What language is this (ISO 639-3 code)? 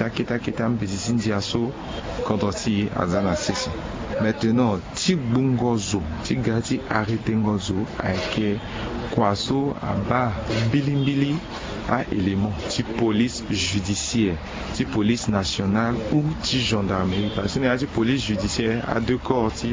sag